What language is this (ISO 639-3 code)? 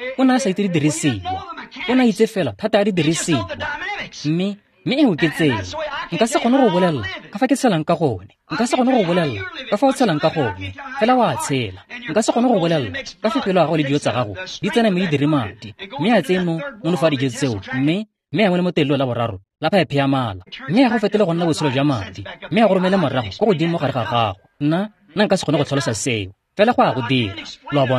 tsn